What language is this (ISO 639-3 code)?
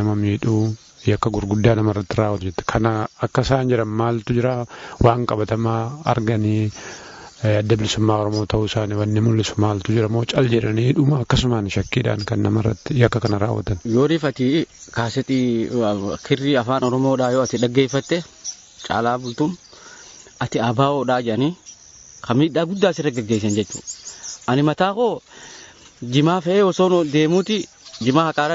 orm